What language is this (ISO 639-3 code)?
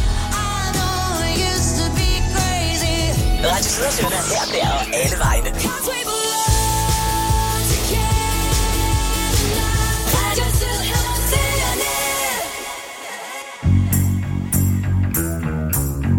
dan